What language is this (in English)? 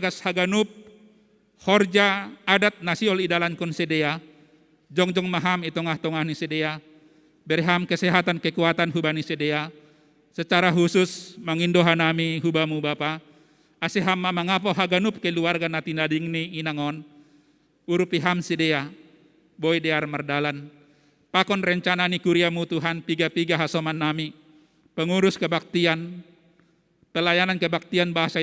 Batak Simalungun